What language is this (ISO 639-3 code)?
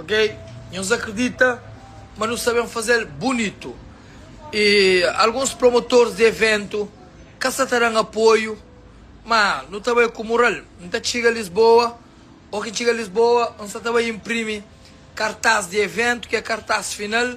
kea